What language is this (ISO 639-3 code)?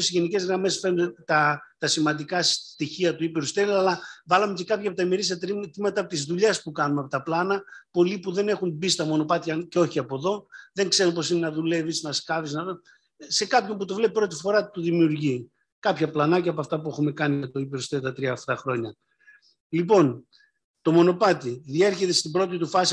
ell